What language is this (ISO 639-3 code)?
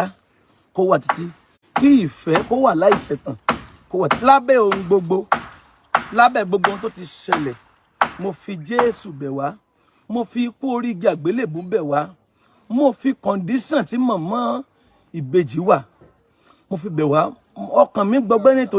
yor